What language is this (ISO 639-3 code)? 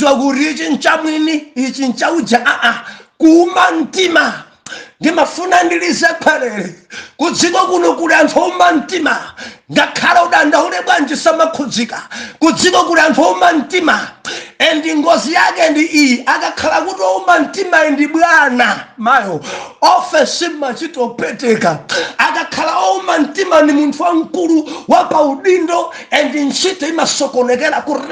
nya